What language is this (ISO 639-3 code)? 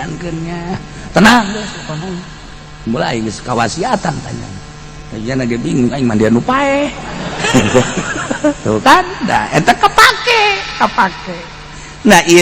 sun